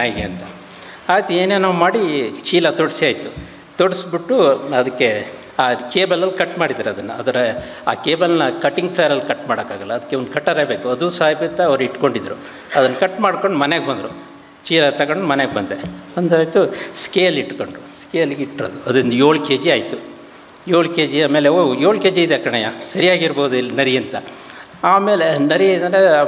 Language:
Kannada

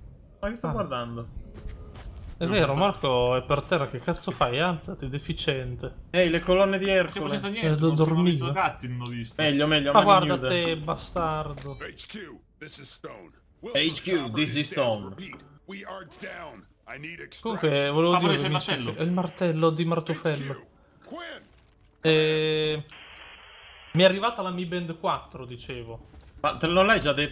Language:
Italian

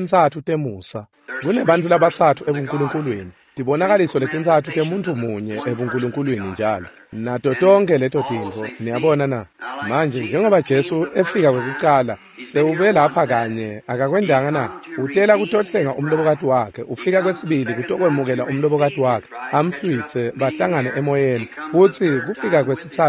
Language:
Swati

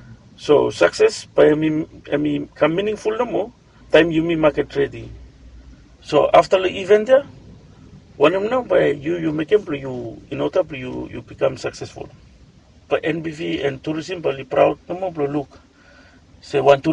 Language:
Bislama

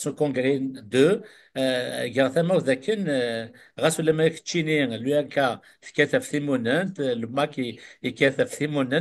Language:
Kabyle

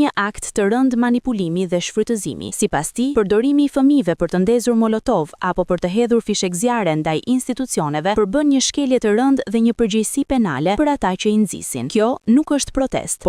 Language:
Albanian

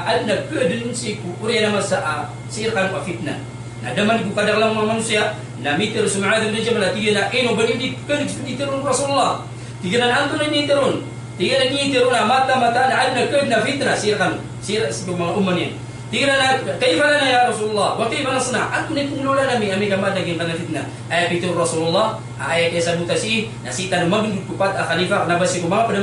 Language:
Maranao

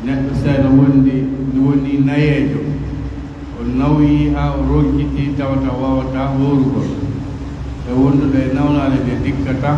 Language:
Pular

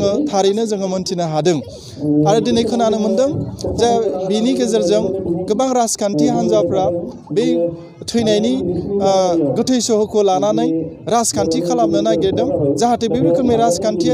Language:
Bodo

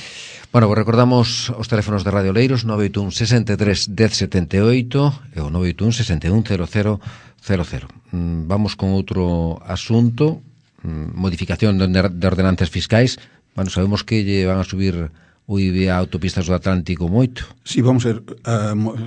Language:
Galician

